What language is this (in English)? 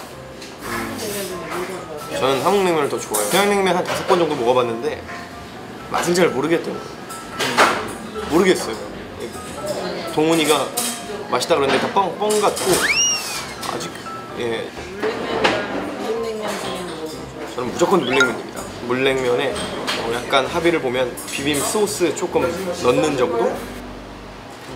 Korean